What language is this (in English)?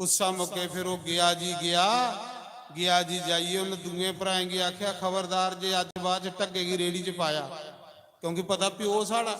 Dogri